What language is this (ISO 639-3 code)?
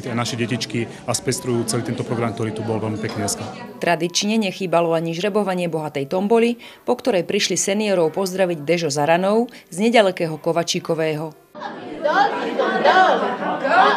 slk